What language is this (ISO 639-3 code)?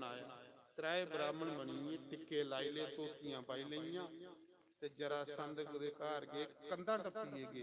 doi